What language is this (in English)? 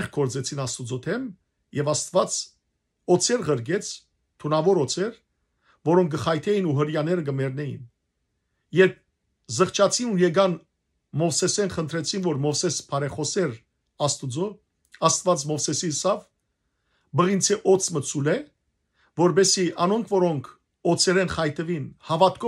Western Armenian